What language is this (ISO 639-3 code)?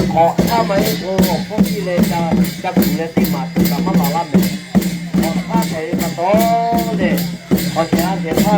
lhu